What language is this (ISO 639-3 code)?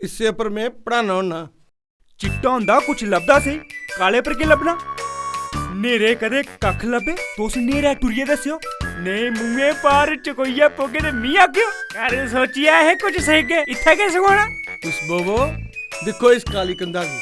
doi